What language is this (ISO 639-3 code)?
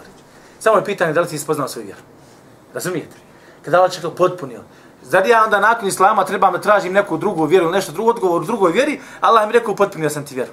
bos